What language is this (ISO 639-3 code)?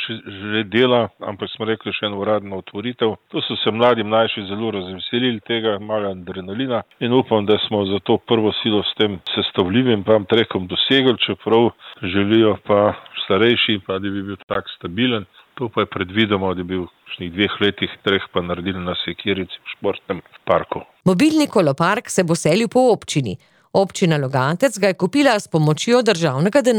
slv